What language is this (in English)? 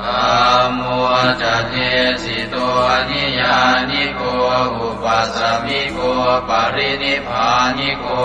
Pali